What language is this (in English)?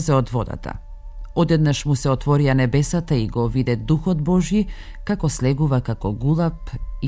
Macedonian